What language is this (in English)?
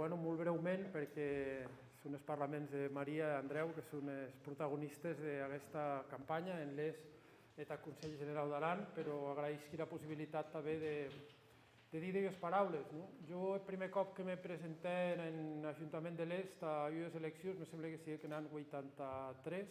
Occitan